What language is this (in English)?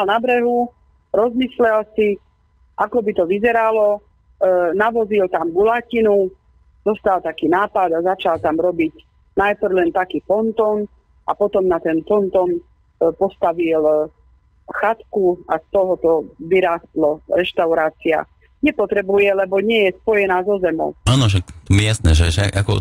Slovak